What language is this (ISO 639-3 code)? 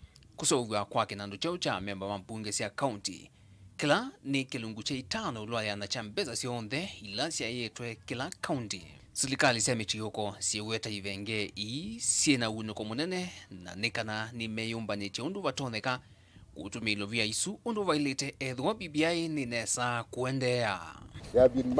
kam